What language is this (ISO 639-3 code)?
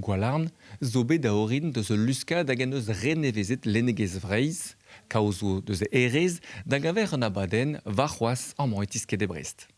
bre